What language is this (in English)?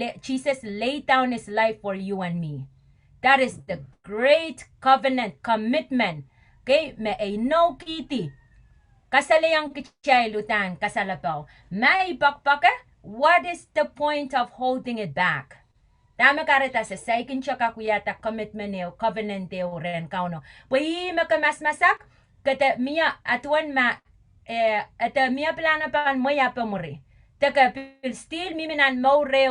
Pohnpeian